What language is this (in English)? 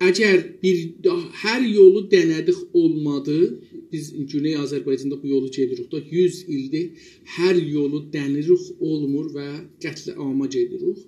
South Azerbaijani